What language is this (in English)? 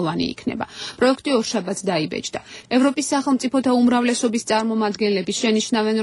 Georgian